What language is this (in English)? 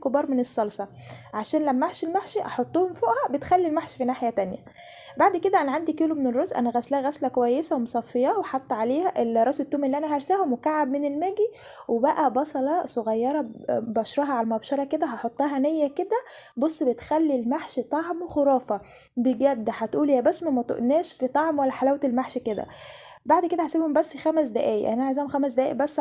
Egyptian Arabic